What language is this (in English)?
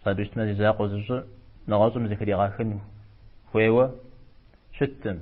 Kabardian